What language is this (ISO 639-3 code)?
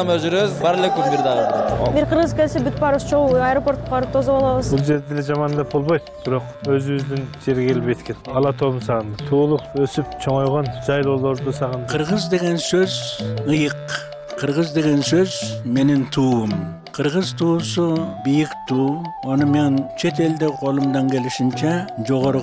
kir